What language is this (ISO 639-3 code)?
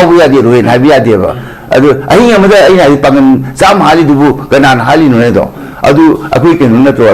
mni